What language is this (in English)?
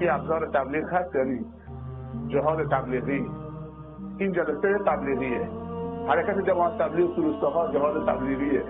Persian